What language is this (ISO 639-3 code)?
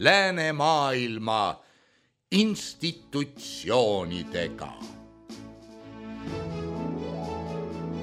est